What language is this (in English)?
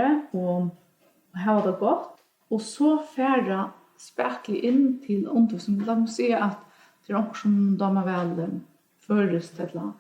Faroese